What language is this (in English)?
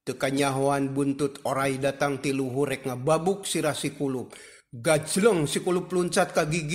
Sundanese